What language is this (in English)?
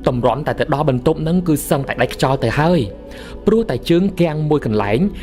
Khmer